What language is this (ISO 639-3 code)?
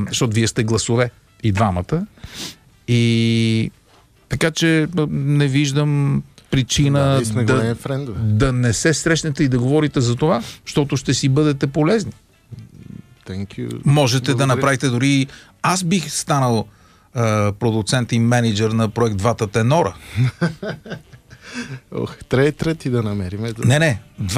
bul